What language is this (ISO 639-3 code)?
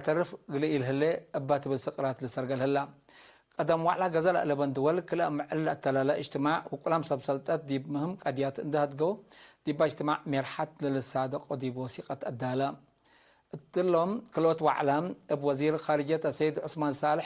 tig